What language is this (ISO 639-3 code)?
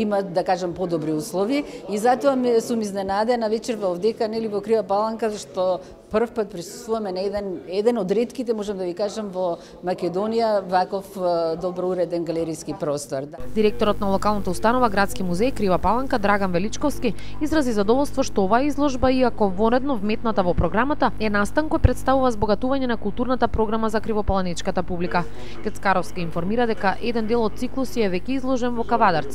mkd